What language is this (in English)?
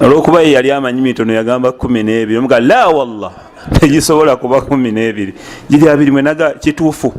Ganda